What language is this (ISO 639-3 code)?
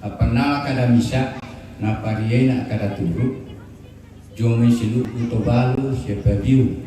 sda